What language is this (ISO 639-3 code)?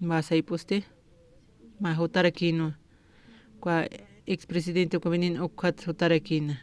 aym